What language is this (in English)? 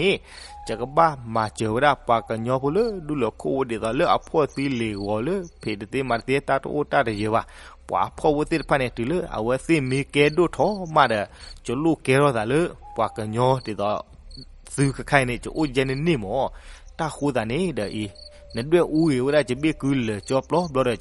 S'gaw Karen